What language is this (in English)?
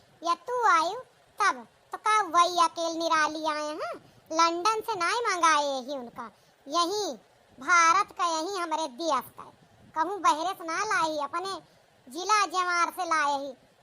Awadhi